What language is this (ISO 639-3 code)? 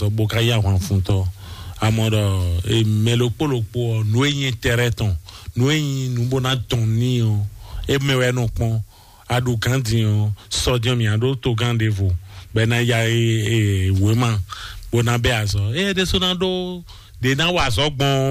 fon